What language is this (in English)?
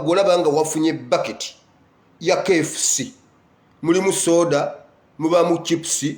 Ganda